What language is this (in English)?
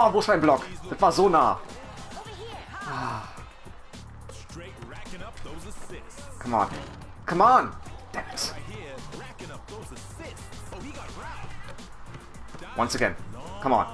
German